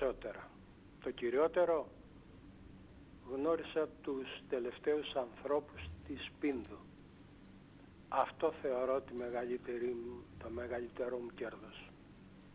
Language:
Greek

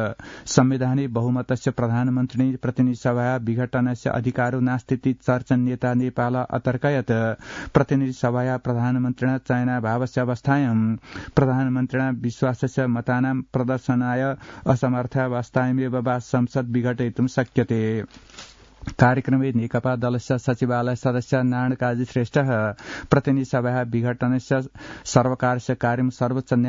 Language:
Sanskrit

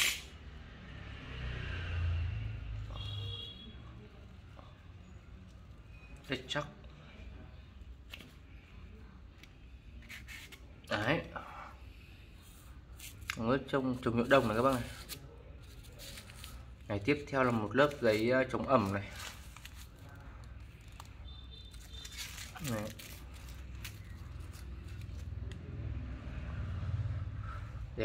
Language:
Vietnamese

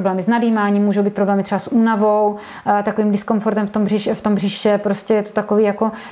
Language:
Czech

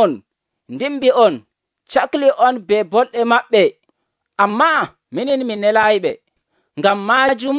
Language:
Nigerian Fulfulde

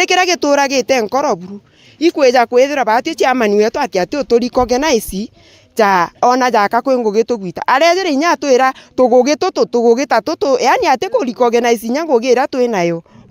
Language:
Meru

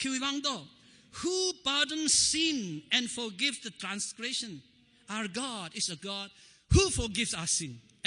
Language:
Tangkhul Naga (India)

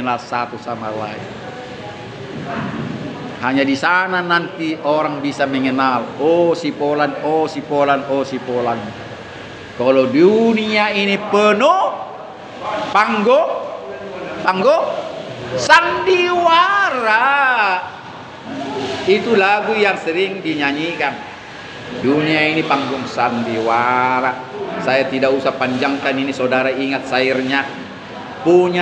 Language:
Indonesian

